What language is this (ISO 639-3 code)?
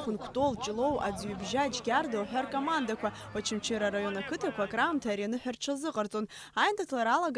abk